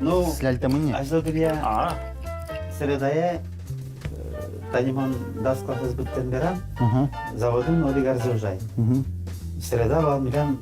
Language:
Udmurt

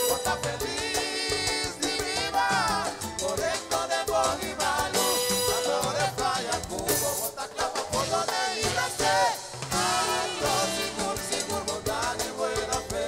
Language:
Papiamento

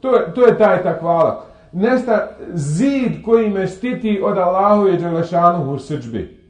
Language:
Bosnian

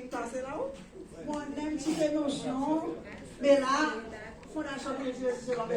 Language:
Seselwa Creole French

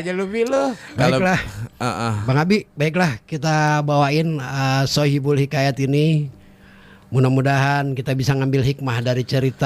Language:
Betawi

